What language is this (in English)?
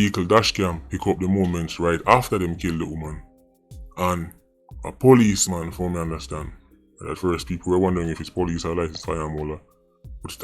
Jamaican Creole English